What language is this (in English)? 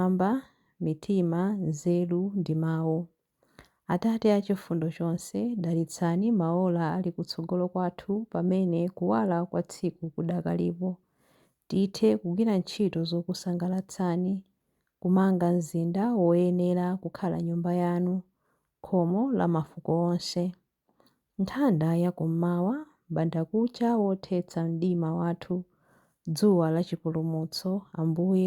Nyanja